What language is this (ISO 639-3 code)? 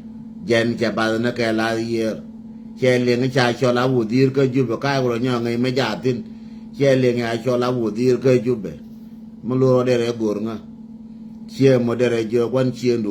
nus